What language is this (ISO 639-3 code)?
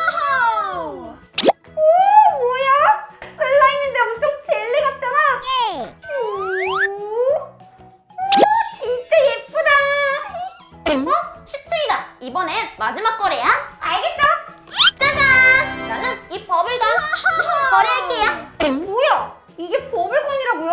kor